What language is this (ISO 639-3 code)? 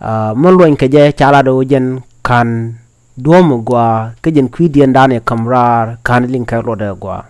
nus